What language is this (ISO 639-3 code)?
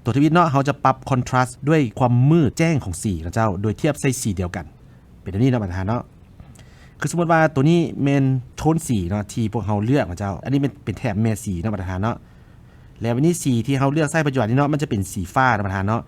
lao